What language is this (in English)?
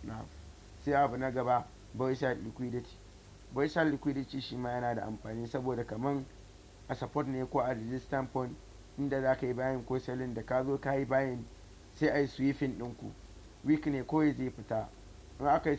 Hausa